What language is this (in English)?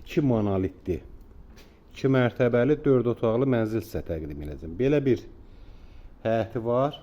Azerbaijani